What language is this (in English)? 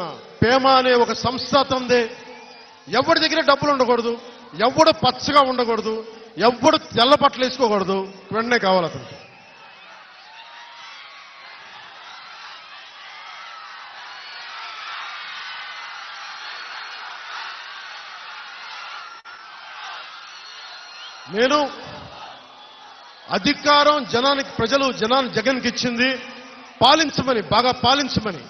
Telugu